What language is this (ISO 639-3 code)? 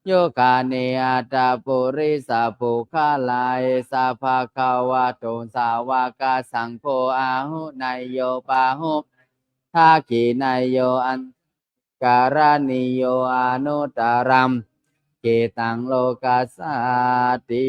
pli